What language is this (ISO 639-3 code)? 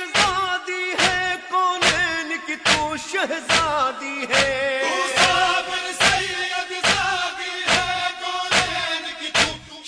urd